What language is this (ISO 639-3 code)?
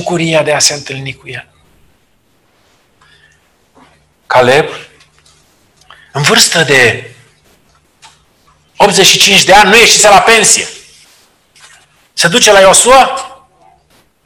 ron